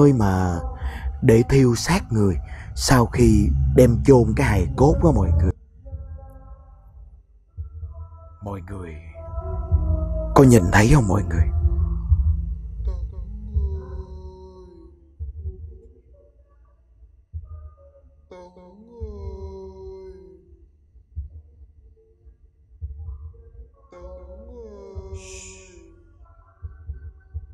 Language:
Vietnamese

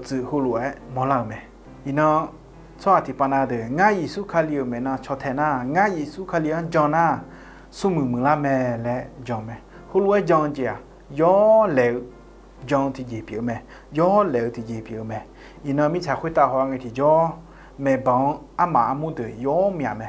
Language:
Akha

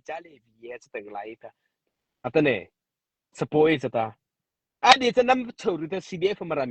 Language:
Mara Chin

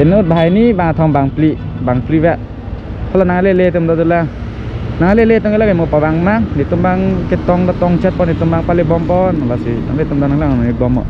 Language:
Karbi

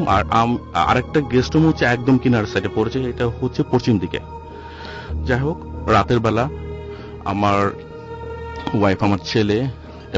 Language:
Bangla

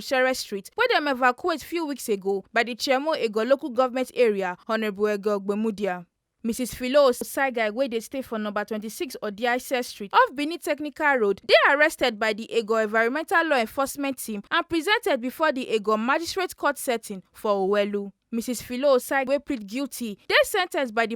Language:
Nigerian Pidgin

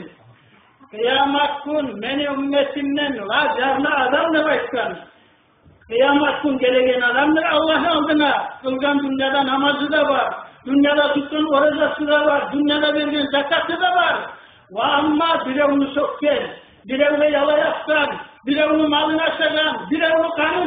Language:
Kumyk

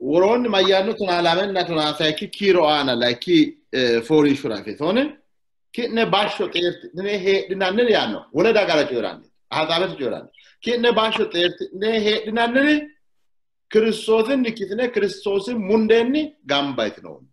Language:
Sidamo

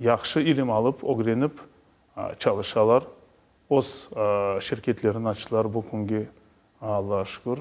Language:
Crimean Tatar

